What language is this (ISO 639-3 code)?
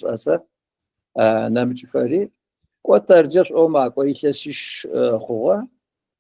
ady